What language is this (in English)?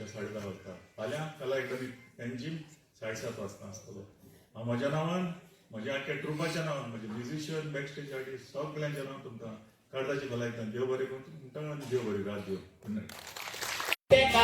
Konkani